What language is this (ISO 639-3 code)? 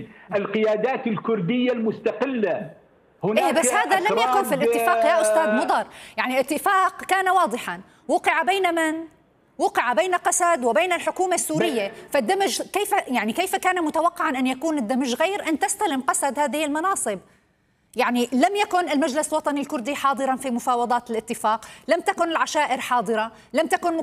ara